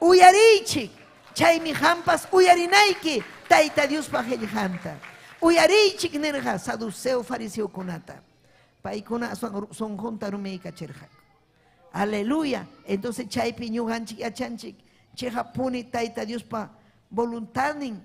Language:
Ayacucho Quechua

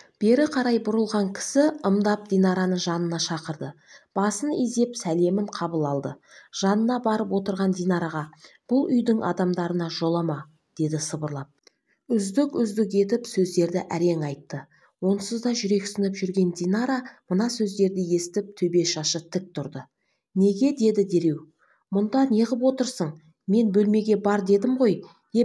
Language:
Kazakh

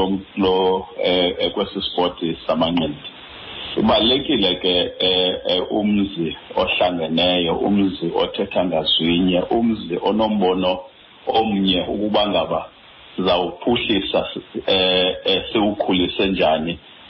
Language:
Xhosa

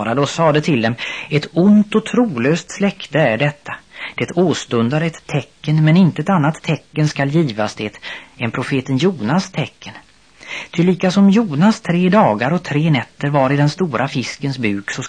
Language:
Swedish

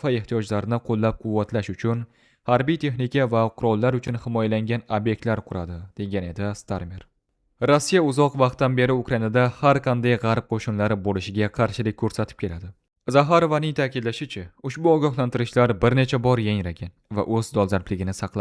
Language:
Uzbek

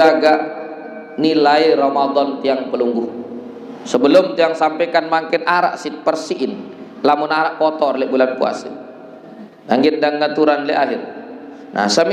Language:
Sasak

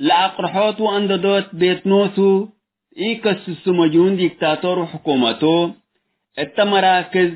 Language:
Tigre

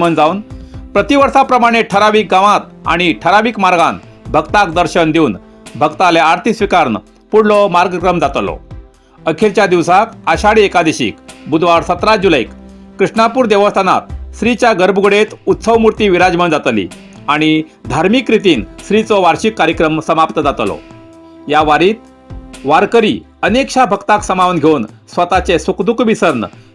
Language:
Konkani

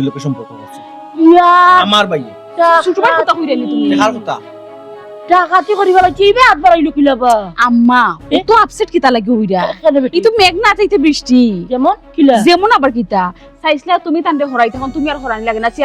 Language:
Sylheti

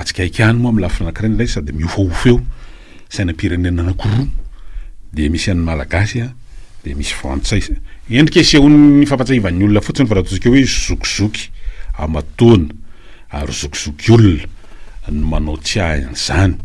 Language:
Malagasy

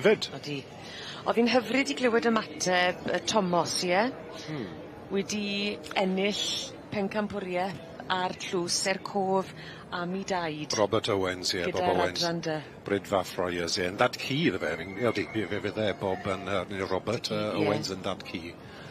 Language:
Welsh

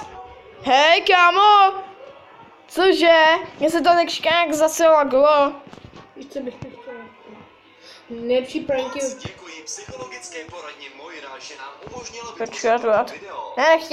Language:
Czech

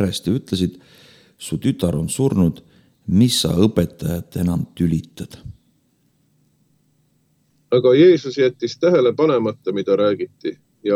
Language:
Estonian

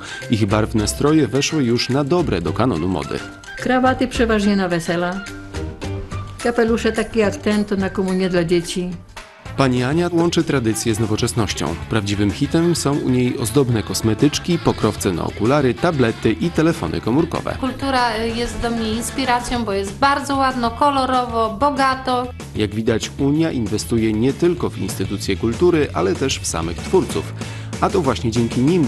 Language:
Polish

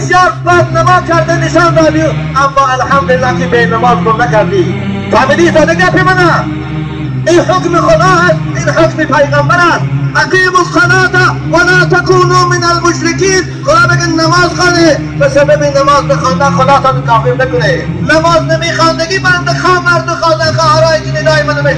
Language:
Tajik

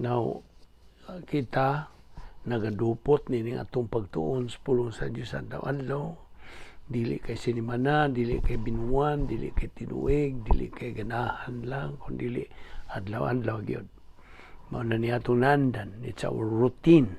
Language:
Cebuano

